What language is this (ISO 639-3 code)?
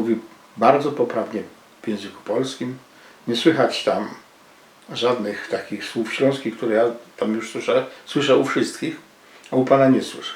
szl